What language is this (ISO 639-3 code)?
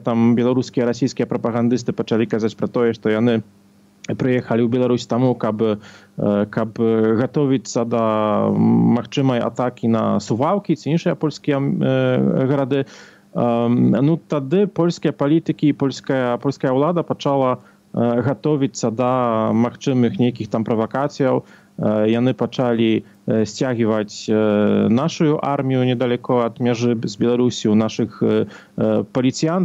bel